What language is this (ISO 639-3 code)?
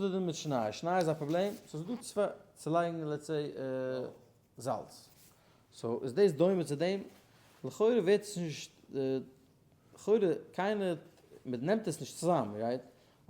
yid